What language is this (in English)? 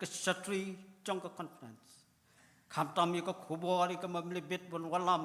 Khasi